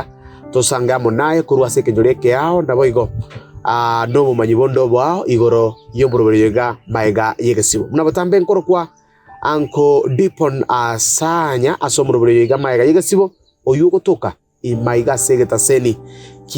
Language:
Gusii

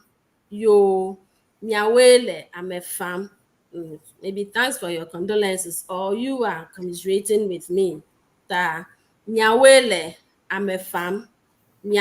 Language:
Ewe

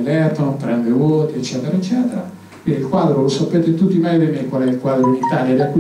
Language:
Italian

